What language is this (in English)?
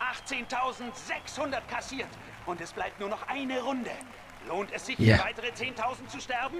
Swiss German